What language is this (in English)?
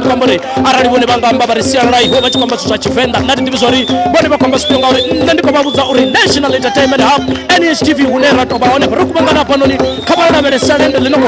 Venda